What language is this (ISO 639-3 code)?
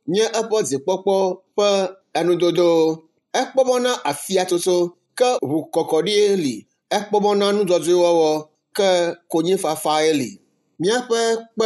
ewe